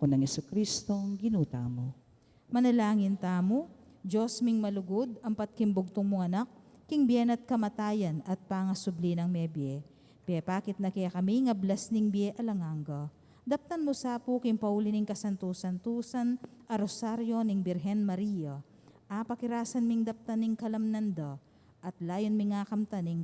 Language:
Pampanga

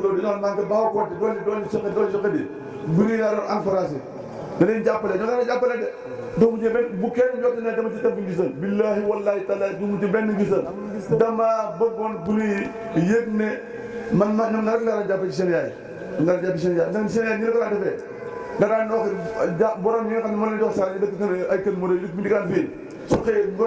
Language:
Wolof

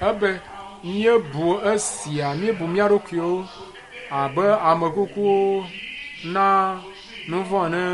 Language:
Ewe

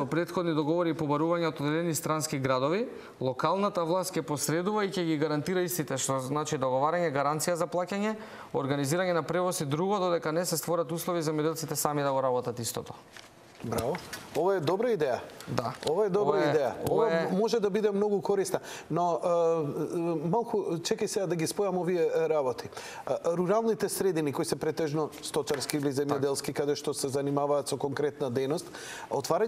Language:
Macedonian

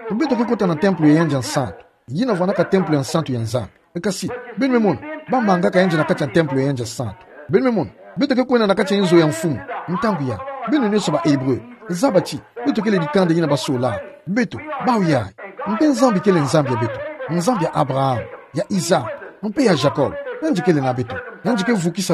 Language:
Kituba (Democratic Republic of Congo)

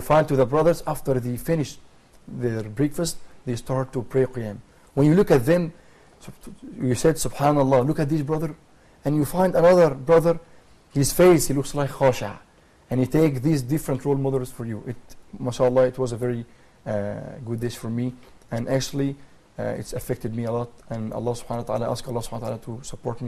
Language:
English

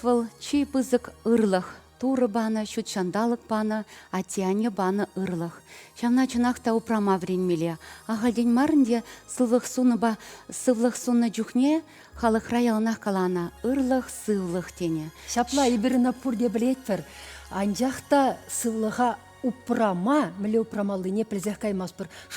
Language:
Chuvash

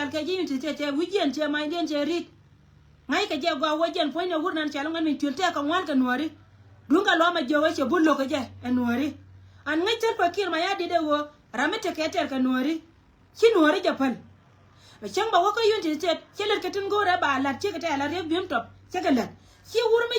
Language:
Nuer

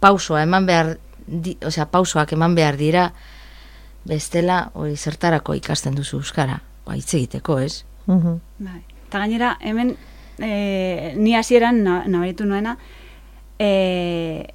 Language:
Basque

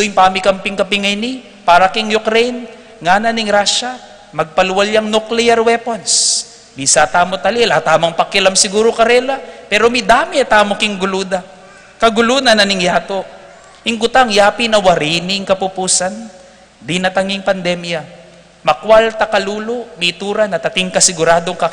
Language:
Pampanga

